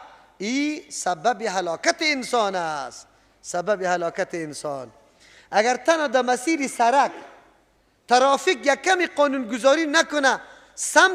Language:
Persian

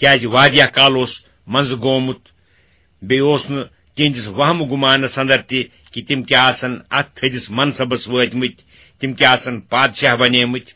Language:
Kashmiri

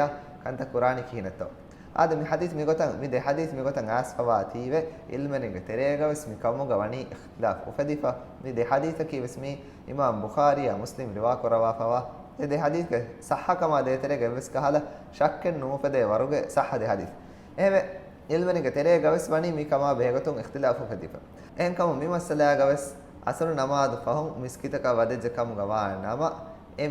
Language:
Divehi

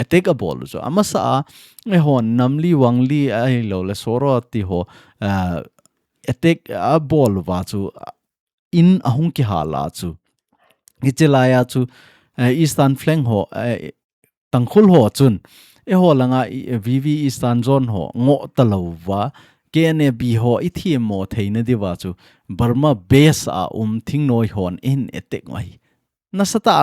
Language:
Thado Chin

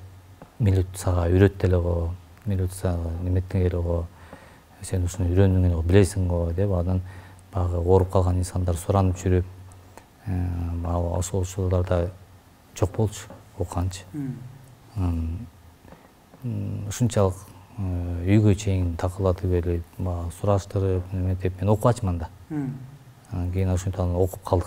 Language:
Kyrgyz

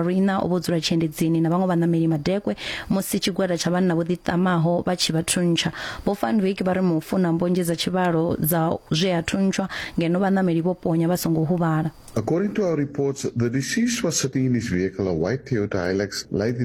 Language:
Venda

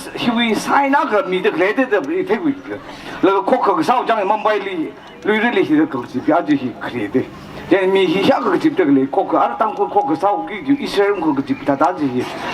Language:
Tangkhul Naga (India)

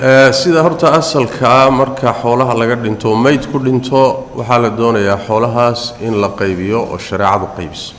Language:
Somali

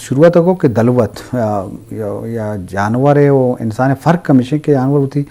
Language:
Eastern Balochi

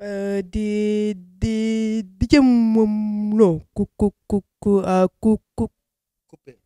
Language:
Wolof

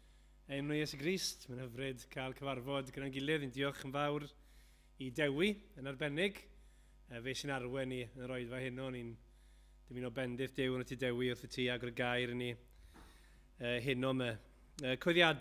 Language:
Welsh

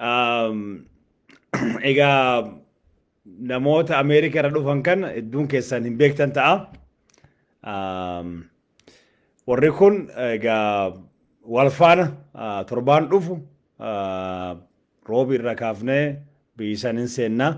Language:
Oromo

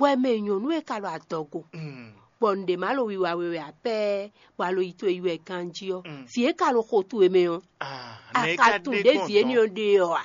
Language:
Fon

